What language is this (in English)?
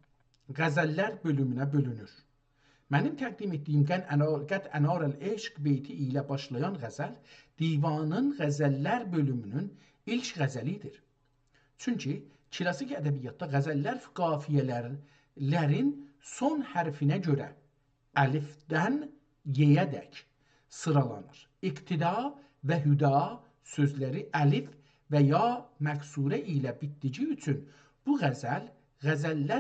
South Azerbaijani